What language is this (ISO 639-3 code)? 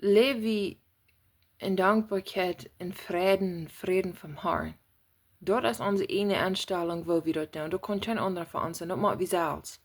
pdt